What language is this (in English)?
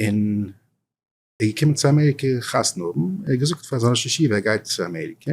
Yiddish